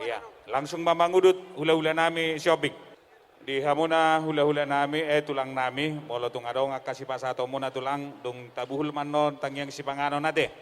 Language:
Batak Toba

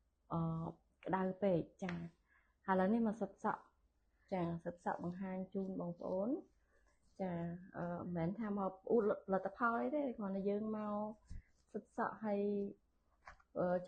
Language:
Khmer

